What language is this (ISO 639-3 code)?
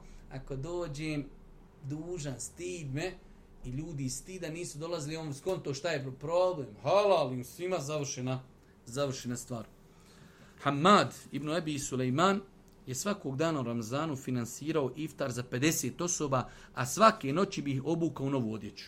bos